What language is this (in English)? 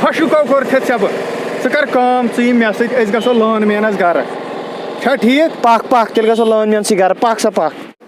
Kashmiri